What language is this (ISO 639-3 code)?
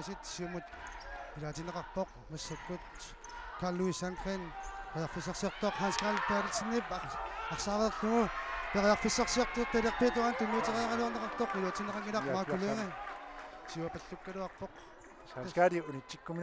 kal